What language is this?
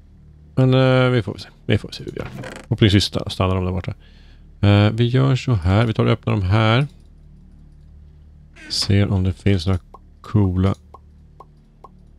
Swedish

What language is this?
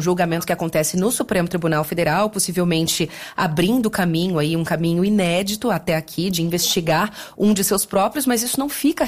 Portuguese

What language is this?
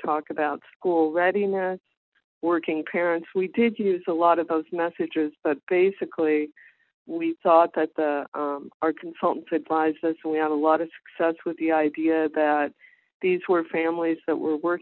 English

